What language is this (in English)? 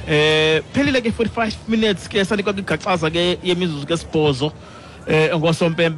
Xhosa